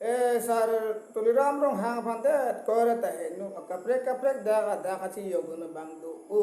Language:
Karbi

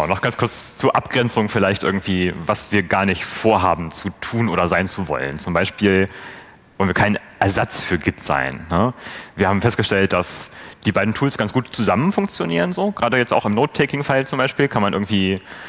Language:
German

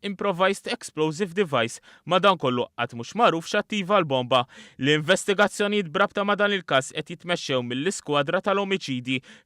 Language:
Maltese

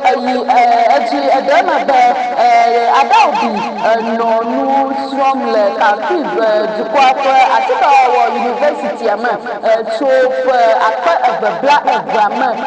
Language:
Ewe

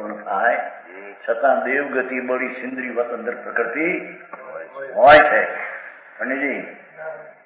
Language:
Gujarati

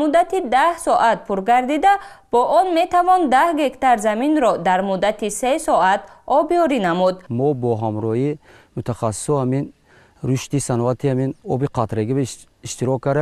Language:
Tajik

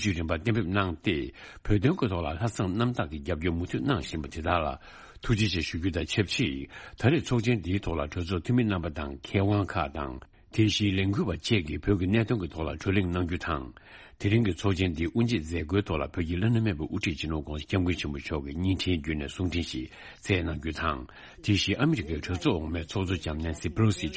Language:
Tibetan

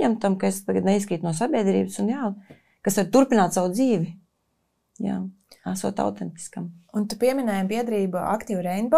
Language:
Latvian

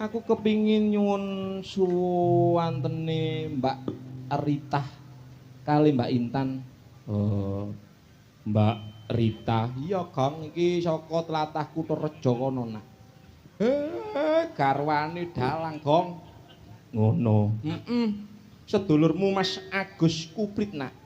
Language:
Javanese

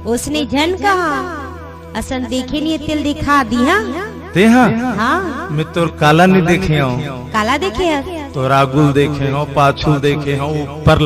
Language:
Chhattisgarhi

